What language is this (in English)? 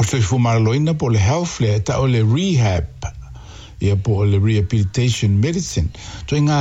Samoan